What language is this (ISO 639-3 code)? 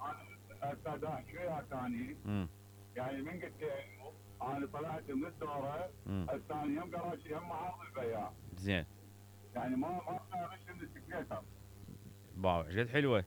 acm